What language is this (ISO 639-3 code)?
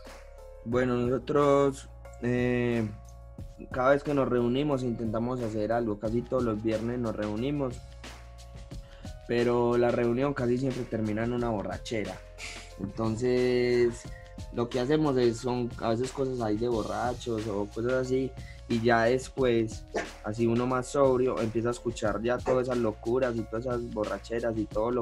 spa